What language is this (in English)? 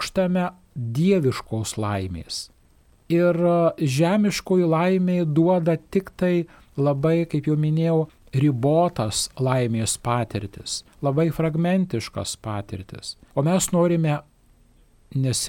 Lithuanian